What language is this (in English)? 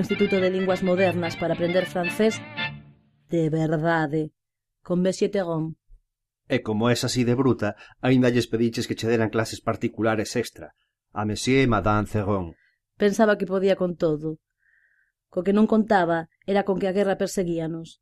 Galician